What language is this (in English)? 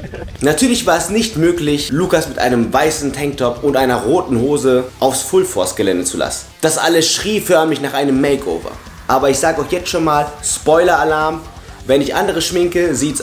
German